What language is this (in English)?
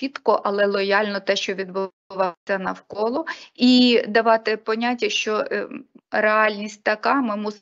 Ukrainian